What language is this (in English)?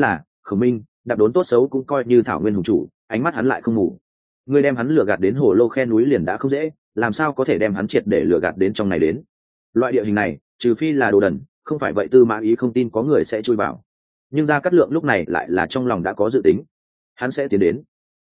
Vietnamese